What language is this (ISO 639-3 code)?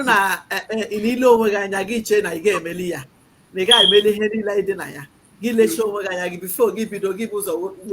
ibo